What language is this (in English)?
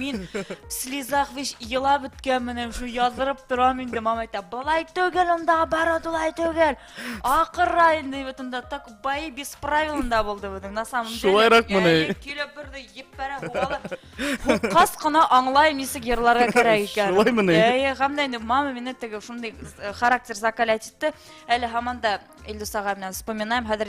Bashkir